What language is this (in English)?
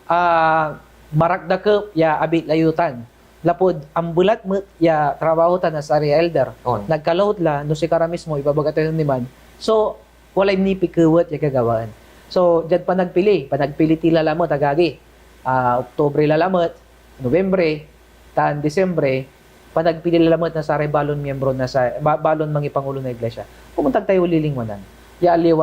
Pangasinan